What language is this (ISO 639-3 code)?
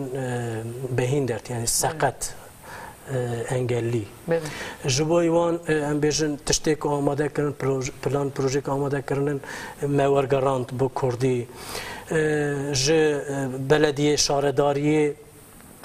kur